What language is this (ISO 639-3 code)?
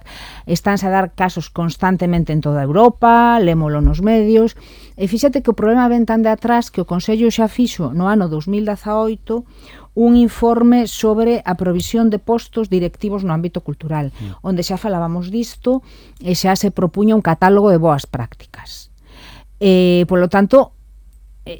glg